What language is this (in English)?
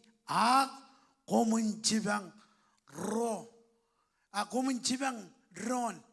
Marshallese